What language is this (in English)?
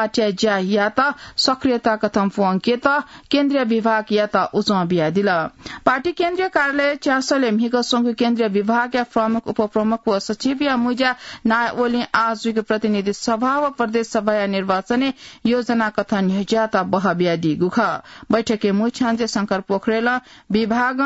Newari